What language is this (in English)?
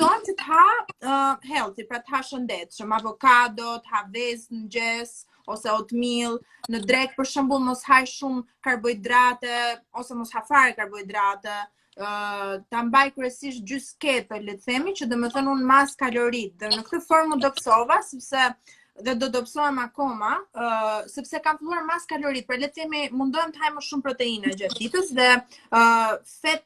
Albanian